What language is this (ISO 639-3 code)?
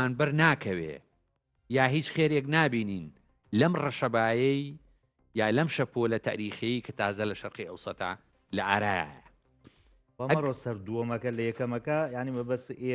ckb